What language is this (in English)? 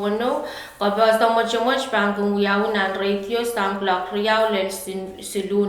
Pohnpeian